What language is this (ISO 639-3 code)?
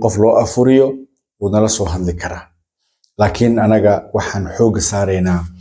som